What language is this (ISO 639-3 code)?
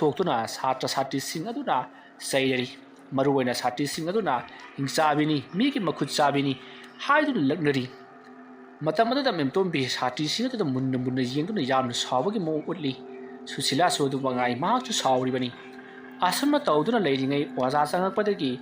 mni